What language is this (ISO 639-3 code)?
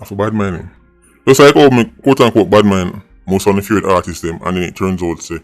jam